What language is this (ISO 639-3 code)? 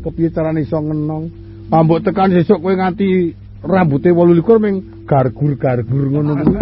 jav